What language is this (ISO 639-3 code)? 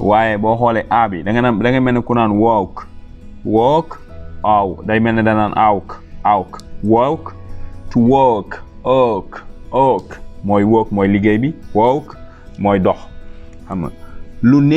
wol